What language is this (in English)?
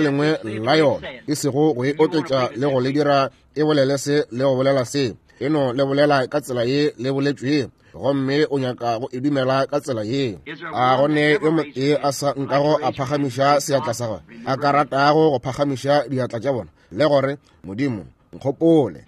Northern Sotho